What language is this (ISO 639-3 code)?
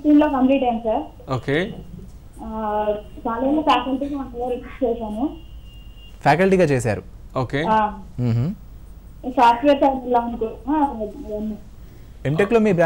tel